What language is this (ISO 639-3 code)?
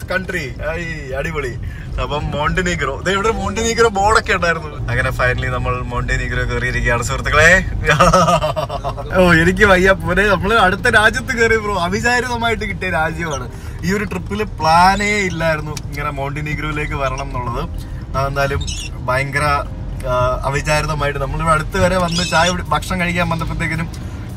mal